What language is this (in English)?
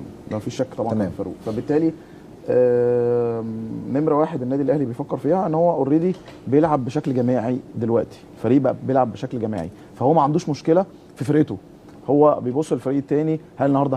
Egyptian Arabic